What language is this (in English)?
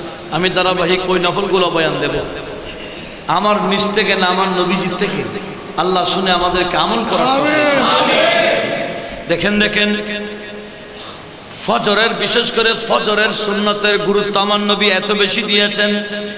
Bangla